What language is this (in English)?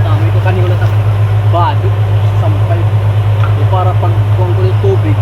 Waray